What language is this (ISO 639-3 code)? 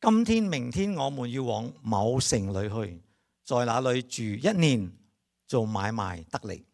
yue